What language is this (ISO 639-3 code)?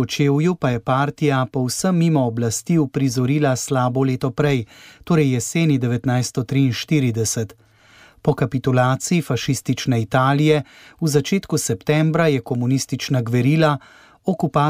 slv